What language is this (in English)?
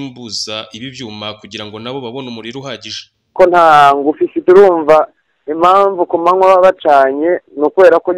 Kinyarwanda